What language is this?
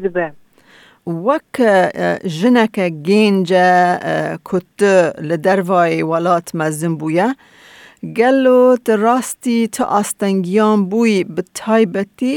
Kurdish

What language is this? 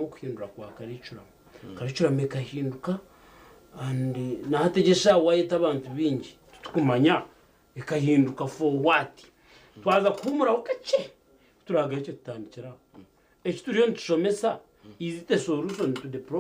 Nyankole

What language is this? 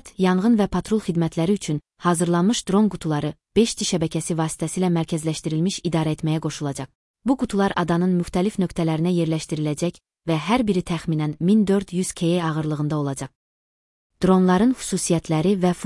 Azerbaijani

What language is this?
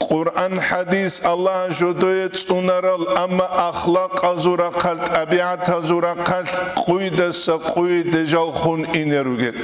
Avaric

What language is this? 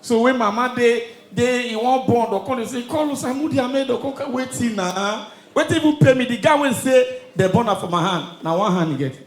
Nigerian Pidgin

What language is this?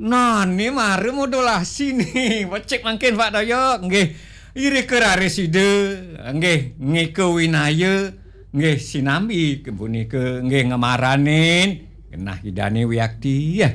Balinese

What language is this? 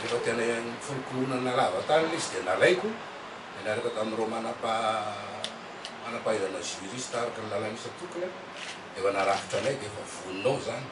Malagasy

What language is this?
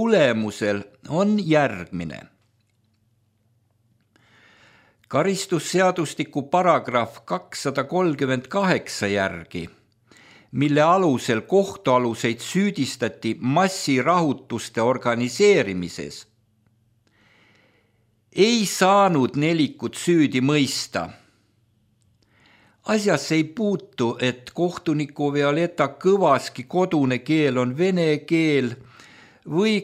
Estonian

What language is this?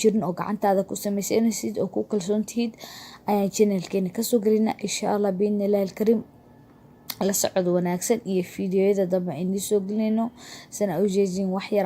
Somali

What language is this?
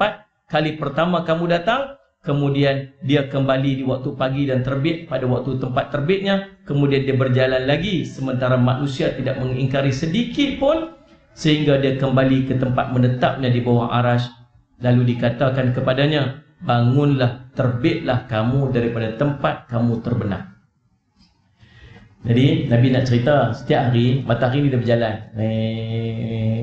Malay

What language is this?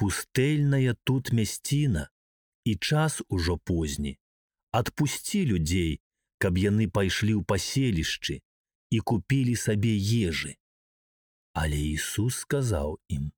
Belarusian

